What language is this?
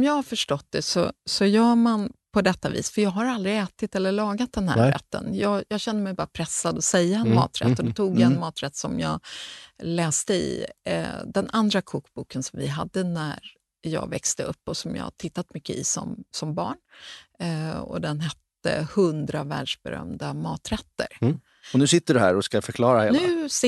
Swedish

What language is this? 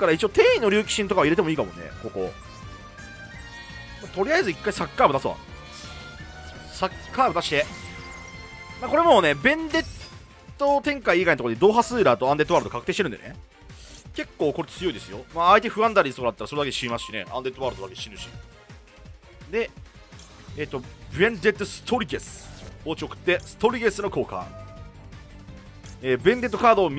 Japanese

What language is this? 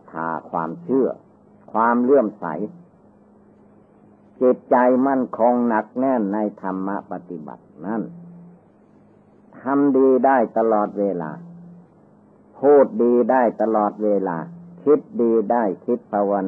Thai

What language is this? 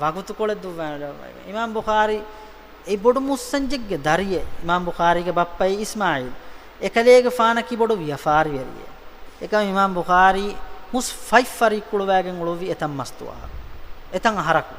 Divehi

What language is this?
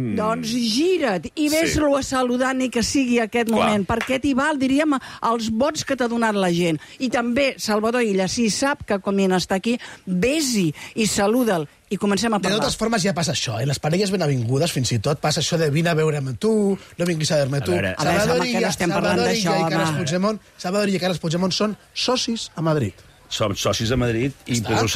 Catalan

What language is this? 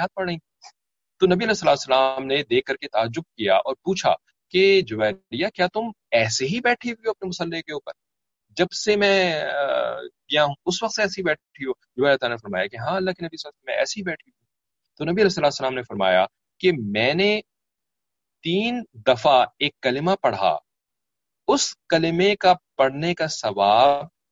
Urdu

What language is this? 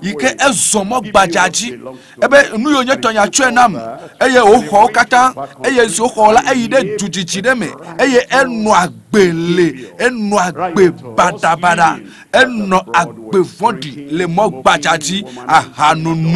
Ewe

